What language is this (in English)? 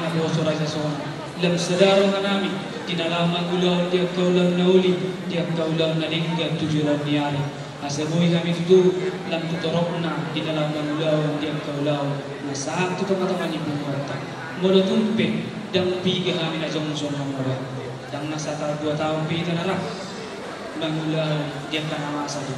Batak Toba